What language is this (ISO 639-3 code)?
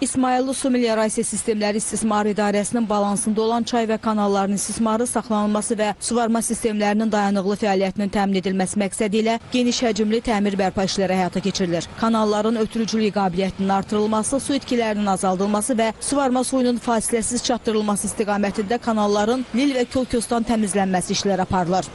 aze